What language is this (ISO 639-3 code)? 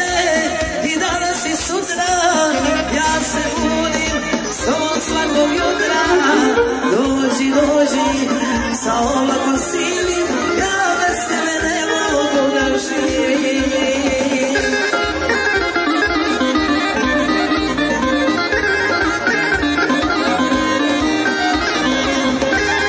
srp